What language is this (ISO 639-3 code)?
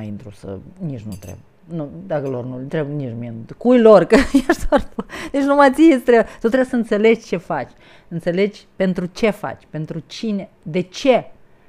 ron